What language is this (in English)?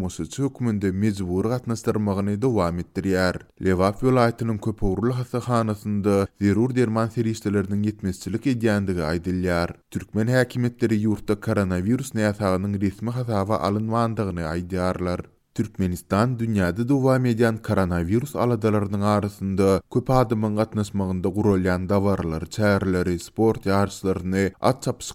Turkmen